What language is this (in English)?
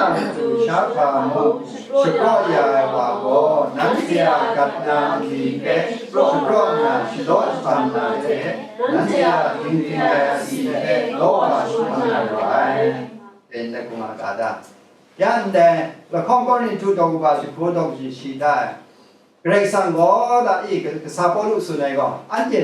Kachin